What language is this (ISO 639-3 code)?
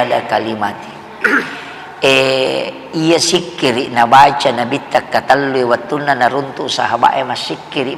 bug